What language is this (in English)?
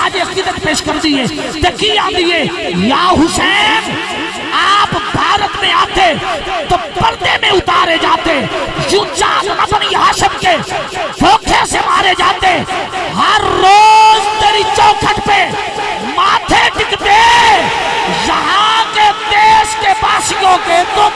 Urdu